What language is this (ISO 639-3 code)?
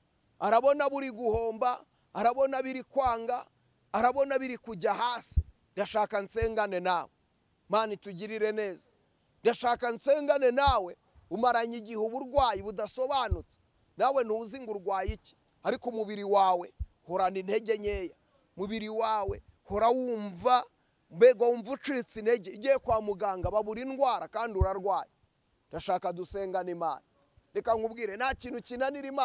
kin